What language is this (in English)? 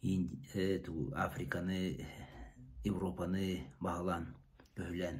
Yakut